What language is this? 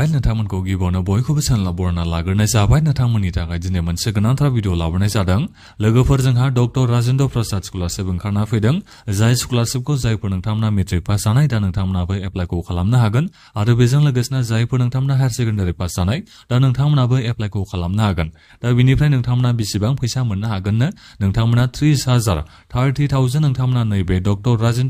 Bodo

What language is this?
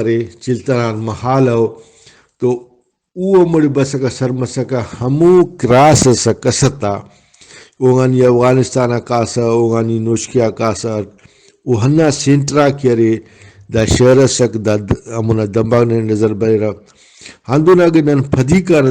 Brahui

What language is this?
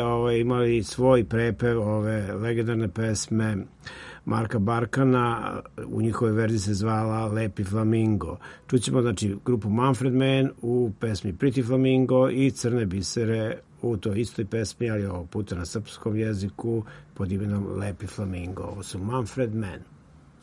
Serbian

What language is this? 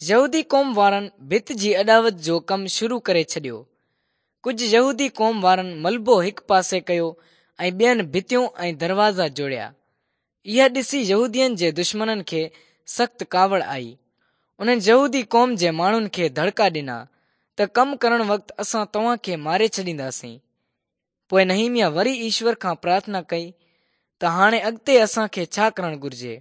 Sindhi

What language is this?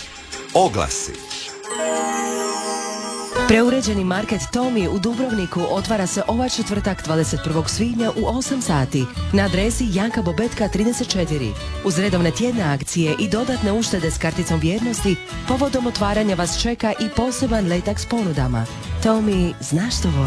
Croatian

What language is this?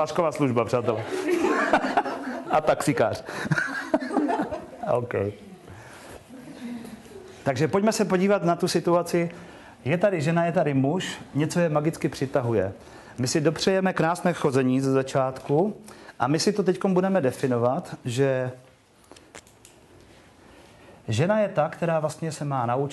Czech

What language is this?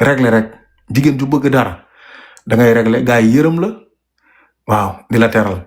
Wolof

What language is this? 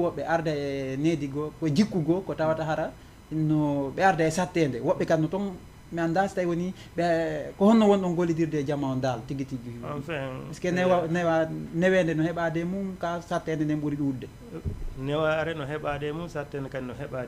Fula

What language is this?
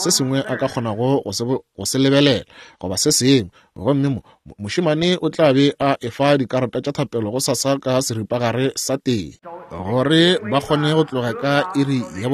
Northern Sotho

